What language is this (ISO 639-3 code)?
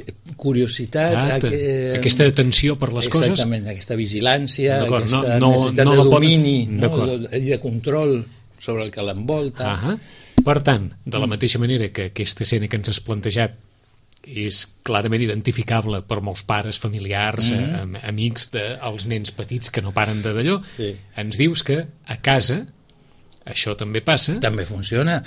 cat